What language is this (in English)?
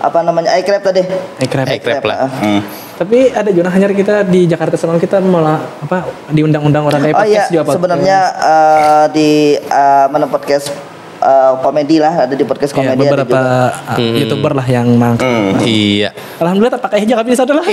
Banjar